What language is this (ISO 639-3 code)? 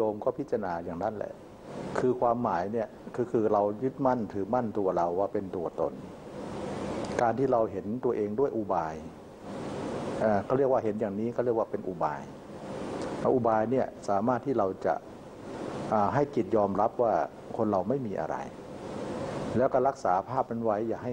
tha